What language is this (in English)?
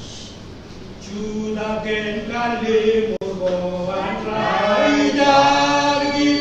Marshallese